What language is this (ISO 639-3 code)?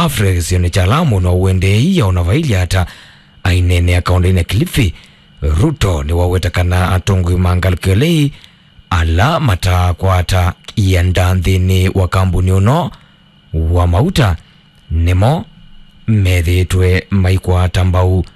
kam